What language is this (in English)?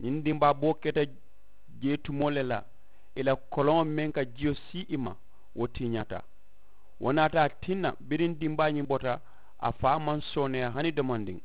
Mandingo